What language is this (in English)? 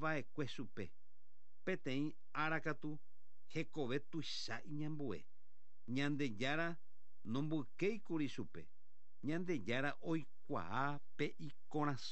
Guarani